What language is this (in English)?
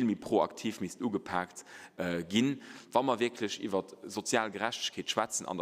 Luxembourgish